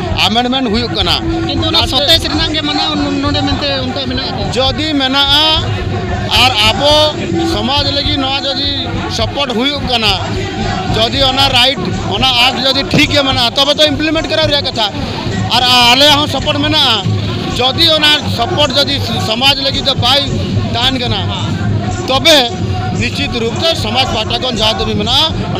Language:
Santali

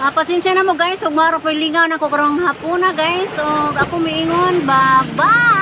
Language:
Cebuano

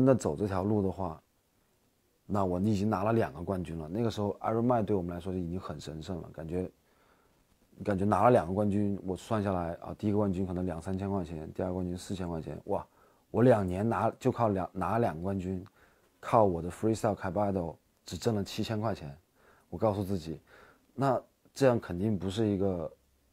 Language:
Chinese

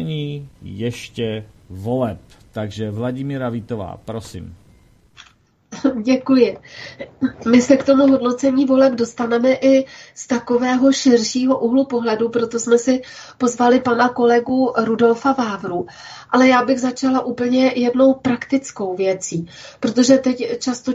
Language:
Czech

